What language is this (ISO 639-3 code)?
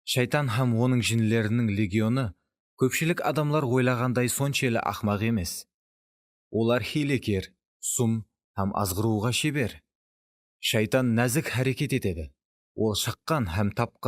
kaa